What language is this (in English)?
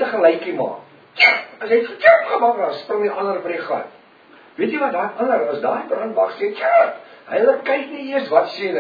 Afrikaans